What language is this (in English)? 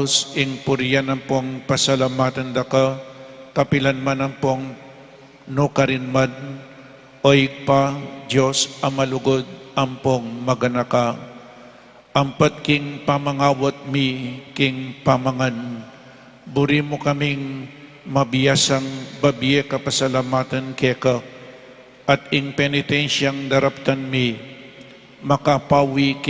Pampanga